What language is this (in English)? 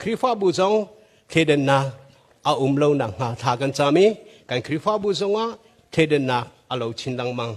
Hakha Chin